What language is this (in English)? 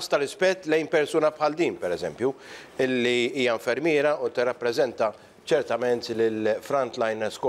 Maltese